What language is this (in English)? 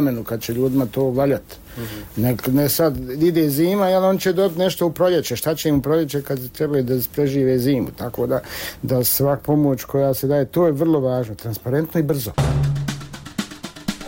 Bosnian